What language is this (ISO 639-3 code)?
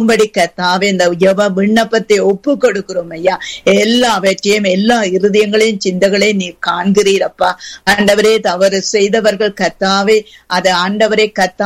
tam